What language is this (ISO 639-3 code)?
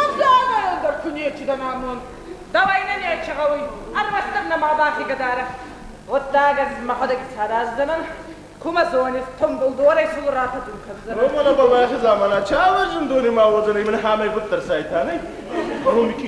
oss